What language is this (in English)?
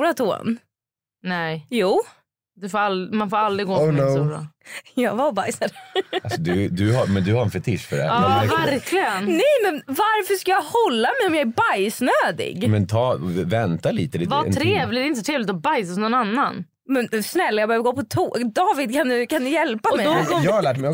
Swedish